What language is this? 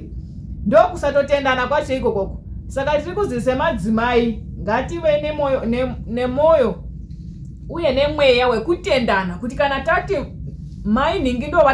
Shona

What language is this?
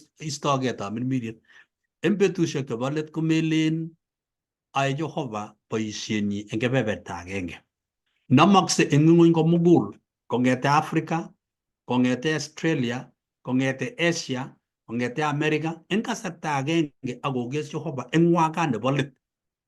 Kalenjin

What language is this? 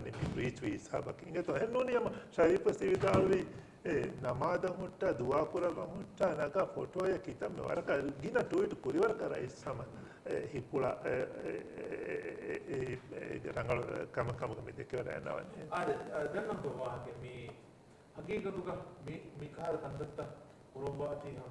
Divehi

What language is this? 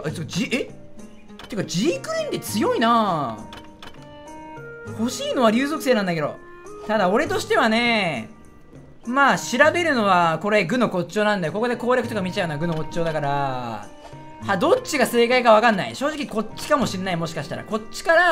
Japanese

